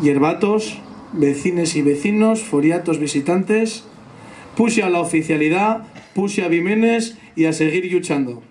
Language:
Asturian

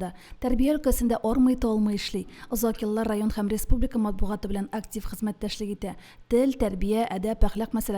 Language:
Tatar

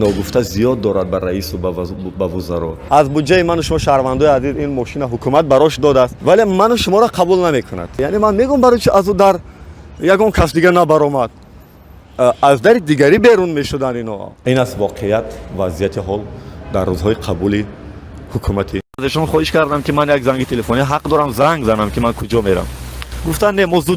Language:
Tajik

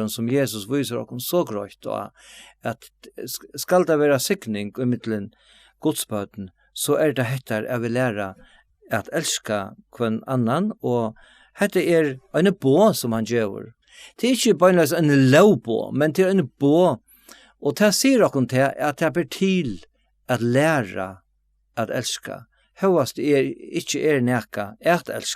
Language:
Faroese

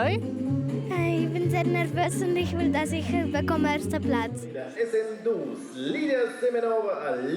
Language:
Romansh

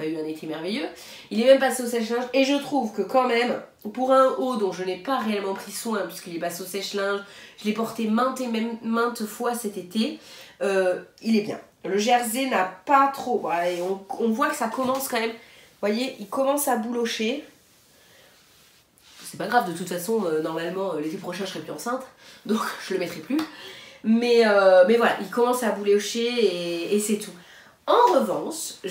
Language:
French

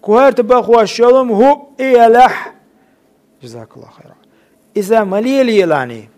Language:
Chechen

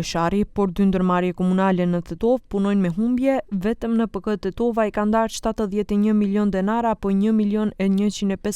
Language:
Albanian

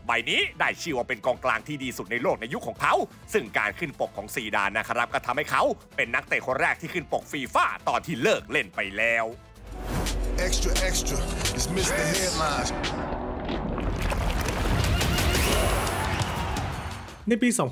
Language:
Thai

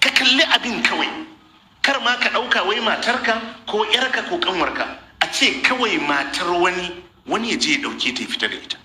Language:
Hausa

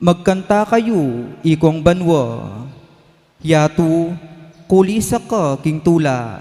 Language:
Pampanga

